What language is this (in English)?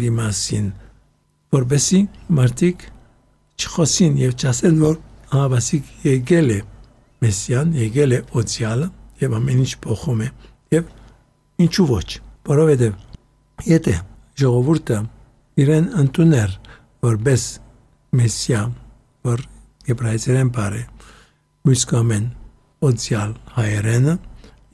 Armenian